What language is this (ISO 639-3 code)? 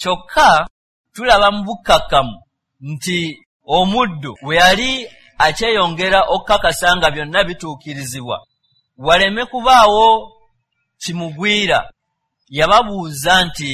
lug